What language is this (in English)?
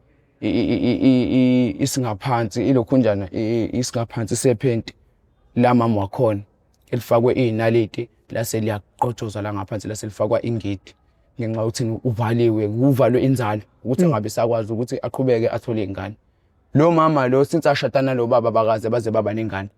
Zulu